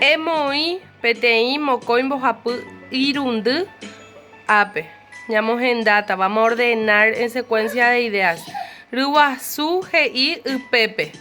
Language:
Guarani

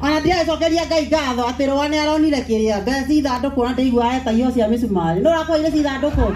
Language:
Kikuyu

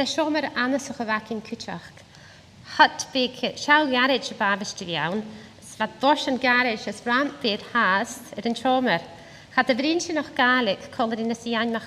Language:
Scottish Gaelic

